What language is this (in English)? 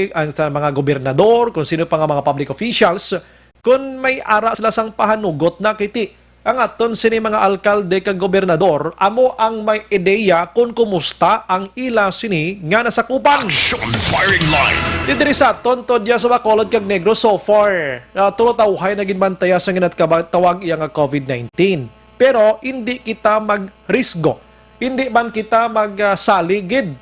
Hiligaynon